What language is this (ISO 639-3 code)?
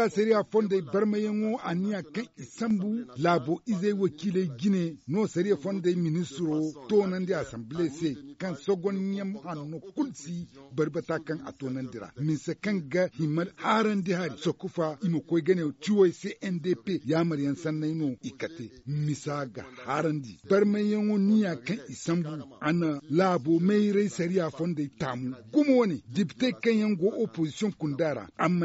dje